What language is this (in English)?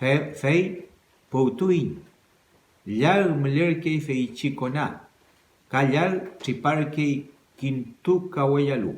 Mapuche